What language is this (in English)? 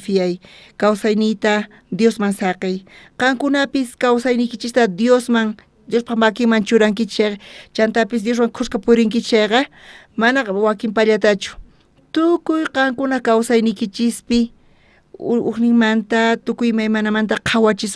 South Bolivian Quechua